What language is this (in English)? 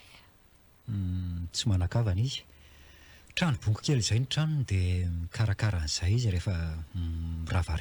Malagasy